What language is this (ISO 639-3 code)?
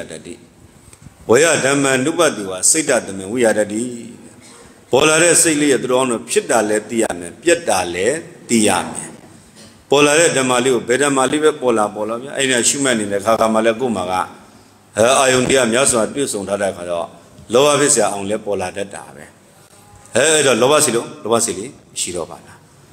mya